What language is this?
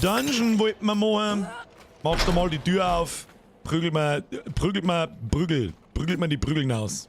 Bavarian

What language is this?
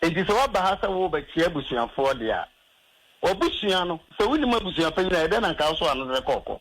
Akan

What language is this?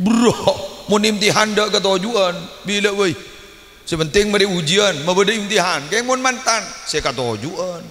Madurese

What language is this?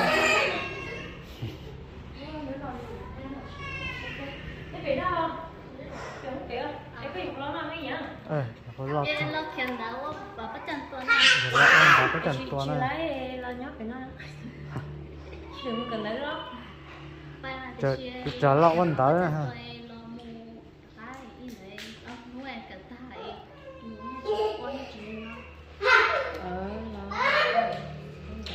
Vietnamese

